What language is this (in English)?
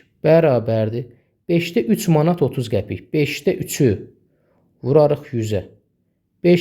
Azerbaijani